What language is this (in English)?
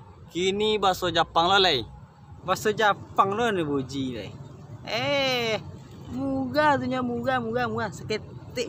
Minangkabau